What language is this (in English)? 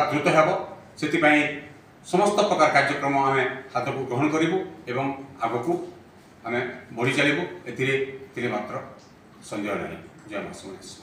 Odia